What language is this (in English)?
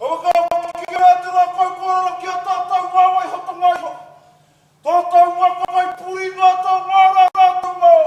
Māori